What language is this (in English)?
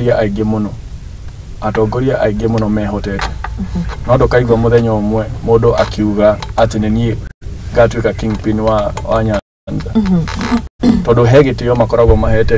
Kikuyu